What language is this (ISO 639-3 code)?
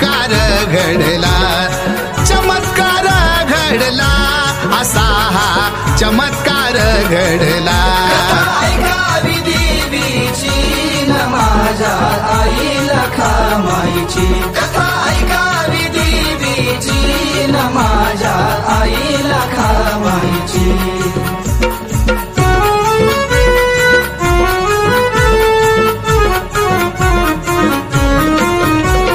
mar